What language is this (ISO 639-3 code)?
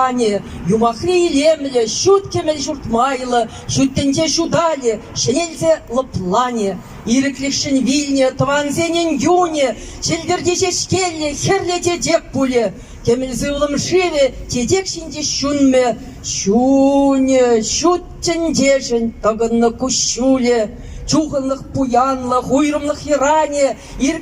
chv